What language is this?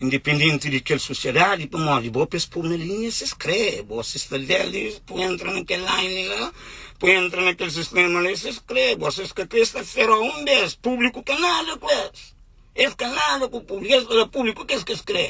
Kabuverdianu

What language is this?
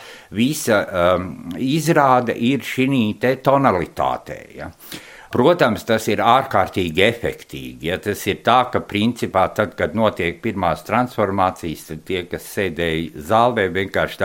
Latvian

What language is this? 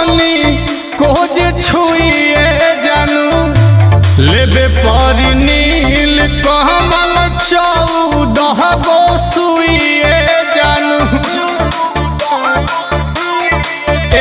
Bhojpuri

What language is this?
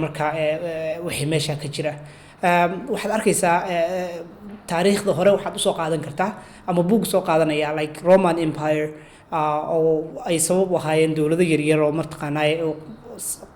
Somali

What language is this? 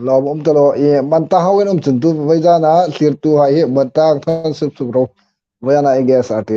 Hmar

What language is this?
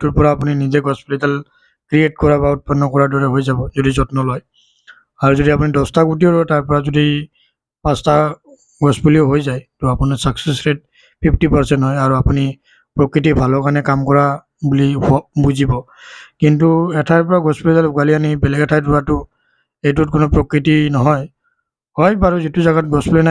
Assamese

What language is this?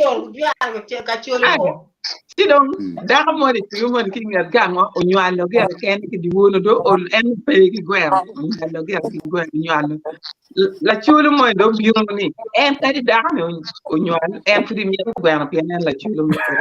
Acoli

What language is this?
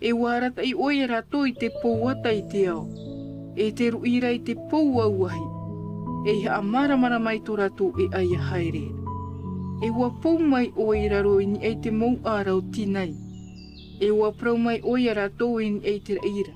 Tahitian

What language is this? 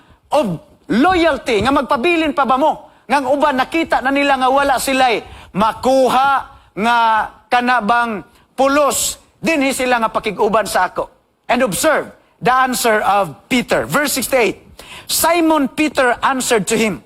Cebuano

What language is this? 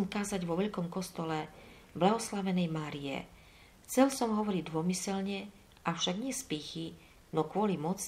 Slovak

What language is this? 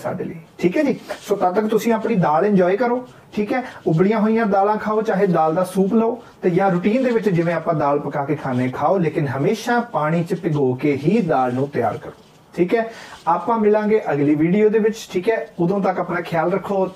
Punjabi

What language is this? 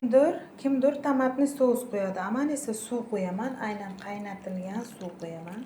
Uzbek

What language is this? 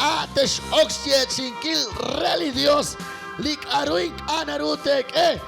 Kekchí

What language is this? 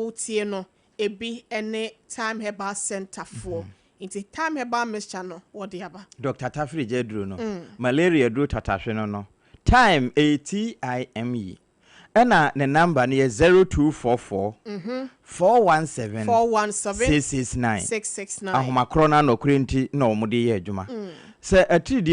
Akan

